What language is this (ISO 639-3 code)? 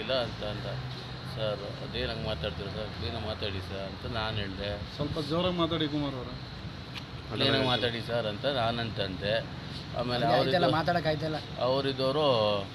kan